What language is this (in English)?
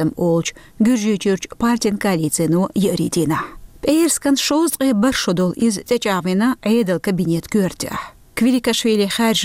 Chechen